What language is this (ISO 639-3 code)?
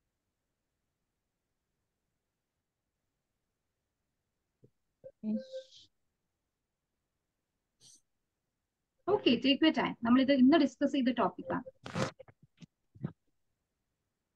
mal